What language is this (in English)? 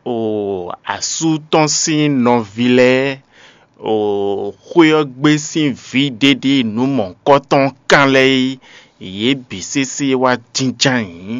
Fon